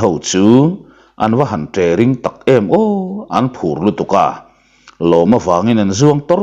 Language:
Mizo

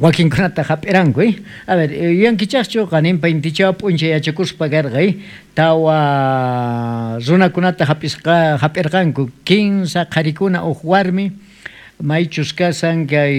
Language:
South Bolivian Quechua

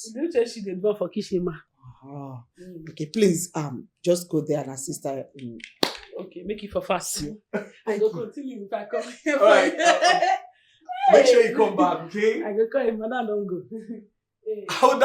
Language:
Nigerian Pidgin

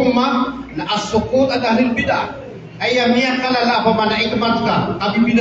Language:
Maranao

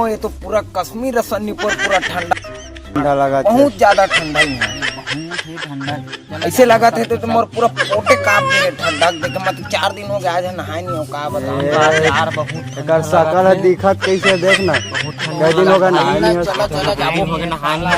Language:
Chhattisgarhi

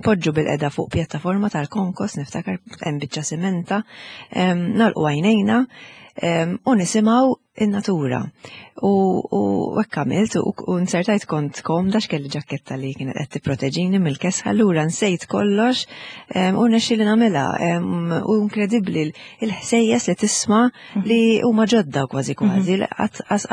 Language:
Maltese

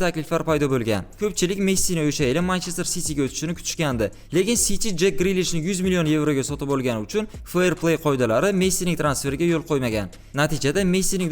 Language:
Uzbek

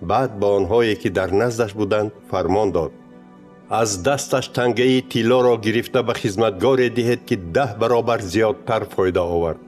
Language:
Tajik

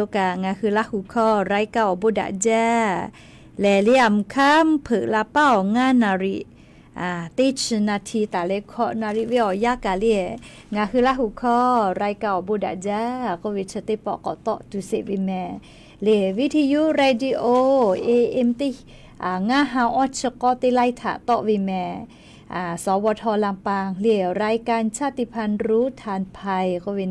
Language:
Lahu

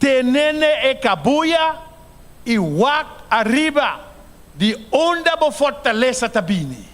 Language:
Papiamento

